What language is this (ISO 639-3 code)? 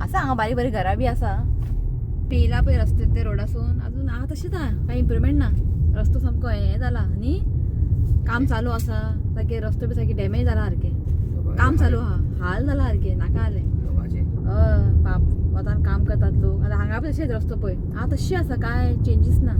kok